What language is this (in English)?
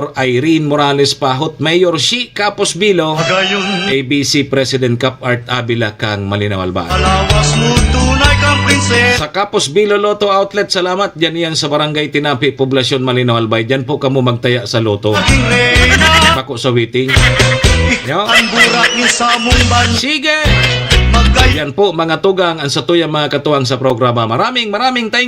Bikol